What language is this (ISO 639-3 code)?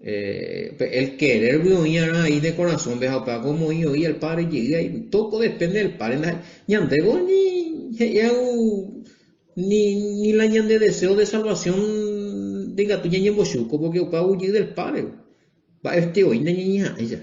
grn